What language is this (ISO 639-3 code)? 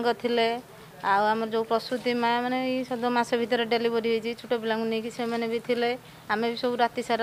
ori